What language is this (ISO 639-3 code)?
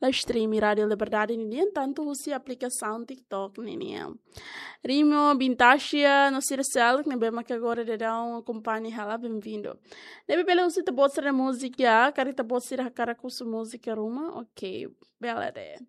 tet